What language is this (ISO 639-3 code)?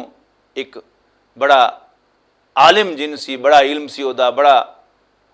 lah